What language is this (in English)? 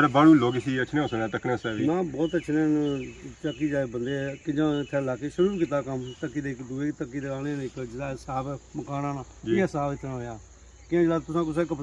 Pahari-Potwari